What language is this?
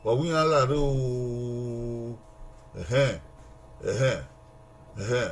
Bini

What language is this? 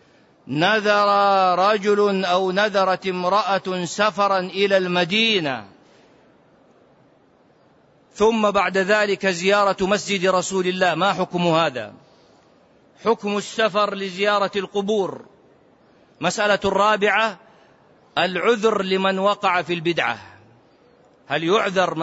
Arabic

